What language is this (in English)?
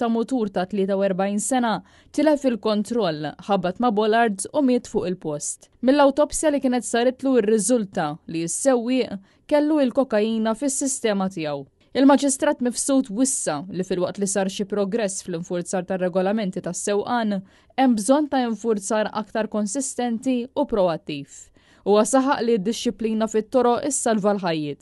Maltese